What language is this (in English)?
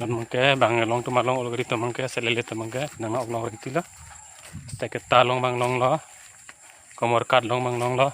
Karbi